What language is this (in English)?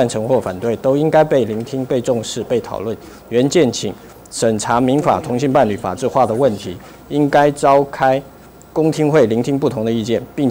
Chinese